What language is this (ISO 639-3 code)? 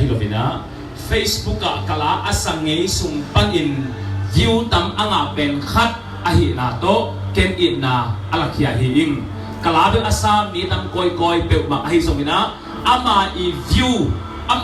ctd